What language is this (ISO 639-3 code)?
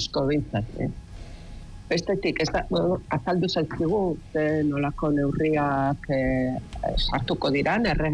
eus